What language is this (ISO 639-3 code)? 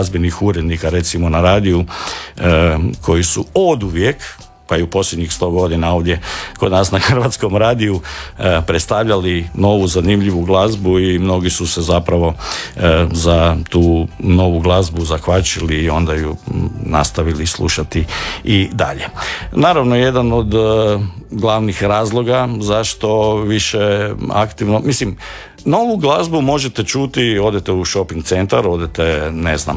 hrv